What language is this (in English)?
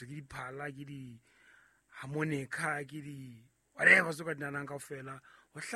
Southern Sotho